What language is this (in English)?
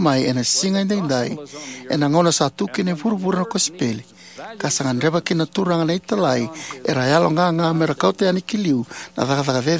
Fijian